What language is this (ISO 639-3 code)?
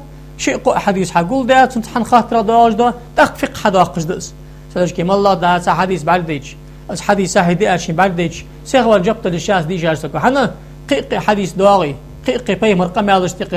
inh